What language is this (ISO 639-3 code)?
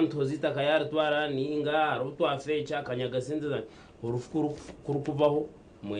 nyn